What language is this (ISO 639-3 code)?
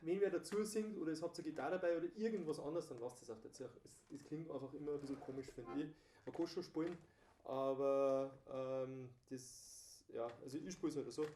bar